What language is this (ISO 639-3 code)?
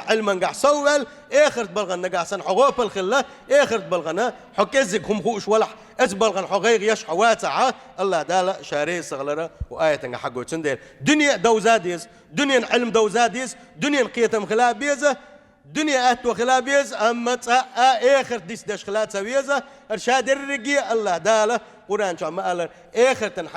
che